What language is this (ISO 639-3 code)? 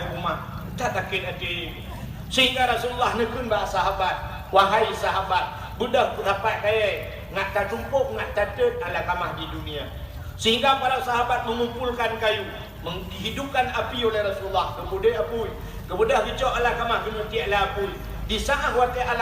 ace